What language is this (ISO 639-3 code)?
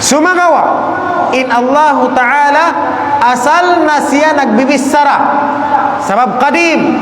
tsg